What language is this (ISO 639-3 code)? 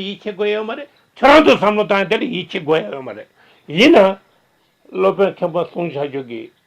bod